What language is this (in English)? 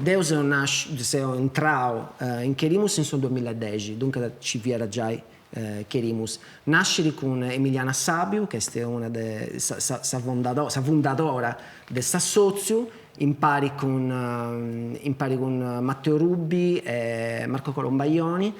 Sardinian